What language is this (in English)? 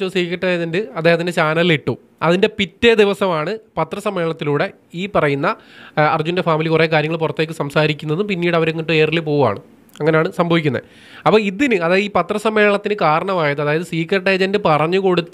Malayalam